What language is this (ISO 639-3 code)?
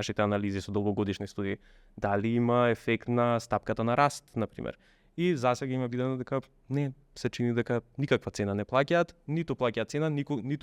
mkd